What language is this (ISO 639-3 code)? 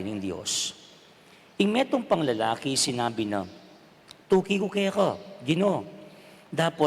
pam